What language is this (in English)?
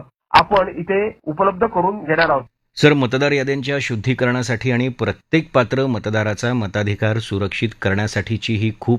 Marathi